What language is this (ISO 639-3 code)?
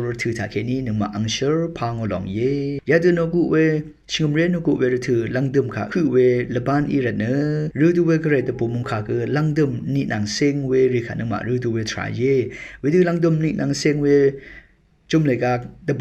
raw